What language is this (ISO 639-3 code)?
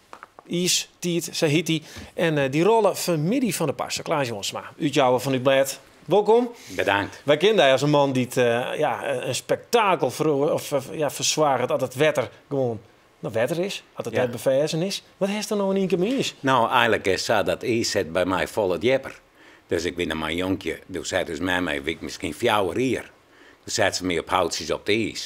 fry